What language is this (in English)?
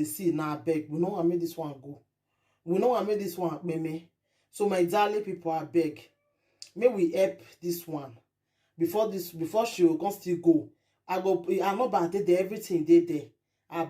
Nigerian Pidgin